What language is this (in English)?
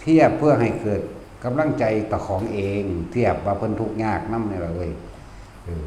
Northeastern Thai